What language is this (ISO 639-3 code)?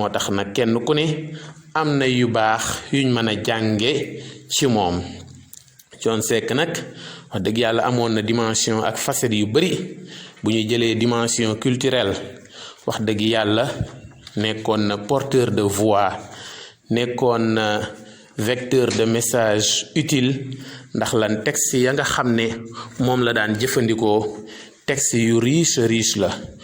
wol